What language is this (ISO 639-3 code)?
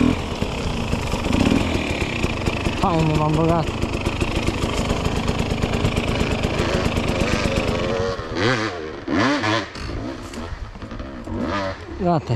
ron